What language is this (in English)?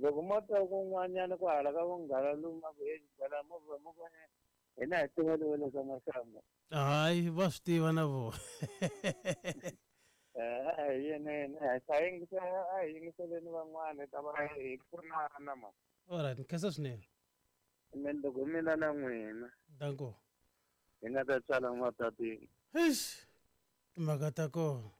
Tsonga